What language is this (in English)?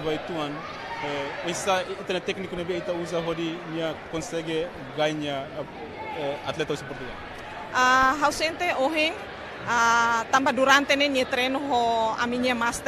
Tetum